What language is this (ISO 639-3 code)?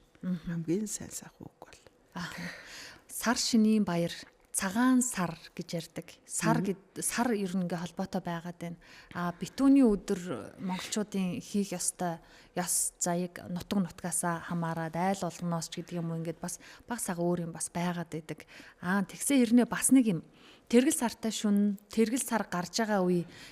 mon